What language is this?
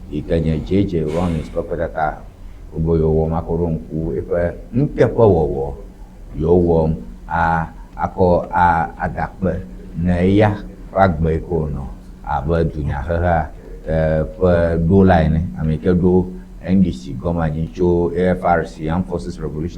Ewe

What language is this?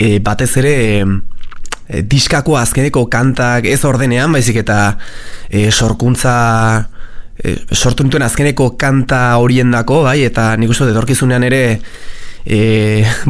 Basque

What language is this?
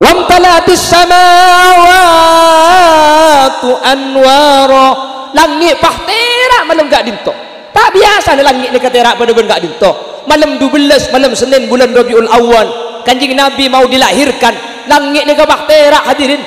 Madurese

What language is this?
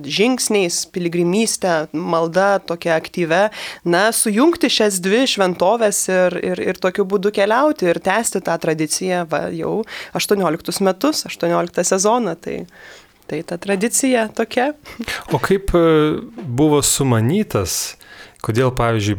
Lithuanian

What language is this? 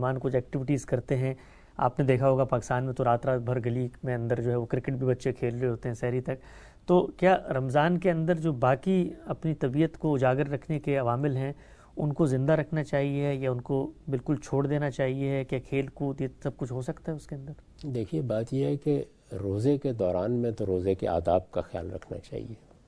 Urdu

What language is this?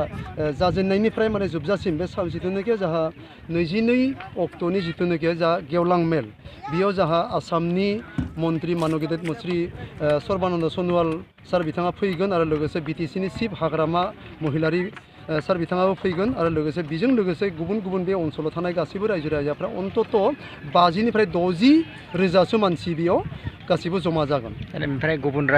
Bodo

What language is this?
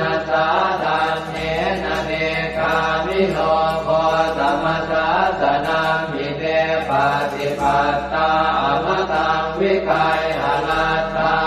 Pali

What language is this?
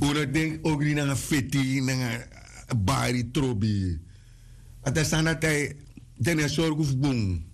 Sranan Tongo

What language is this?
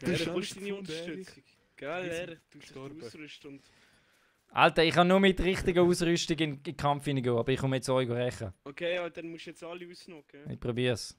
Swiss German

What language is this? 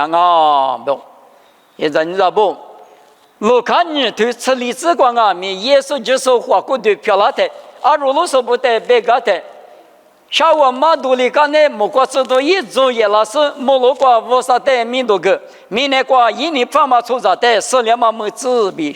Lisu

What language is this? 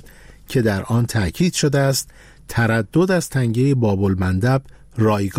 Persian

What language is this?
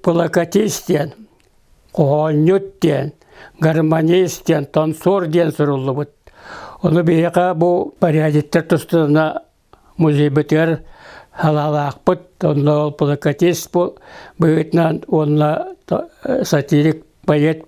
Yakut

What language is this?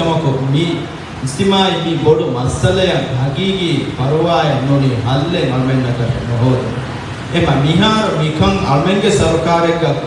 Divehi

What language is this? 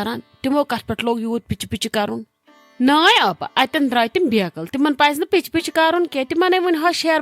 Kashmiri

